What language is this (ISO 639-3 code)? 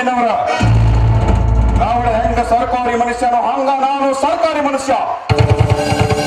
kan